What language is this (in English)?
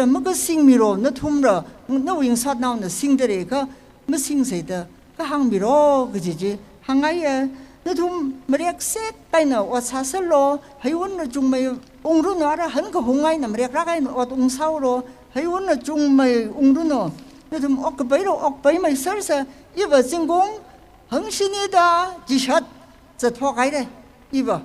Tangkhul Naga (India)